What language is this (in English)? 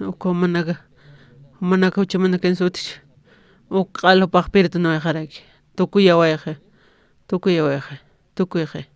Aymara